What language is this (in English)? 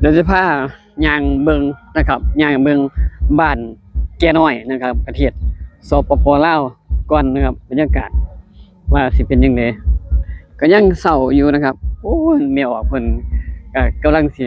Northeastern Thai